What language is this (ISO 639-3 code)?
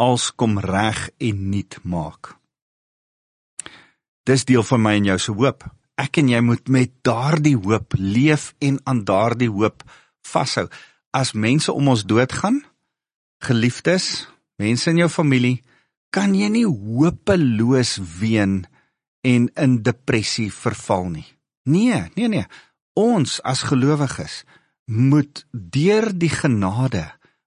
afr